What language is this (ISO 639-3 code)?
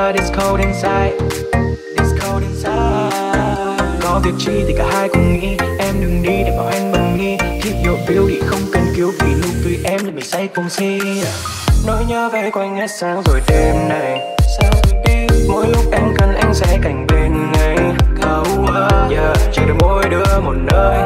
vie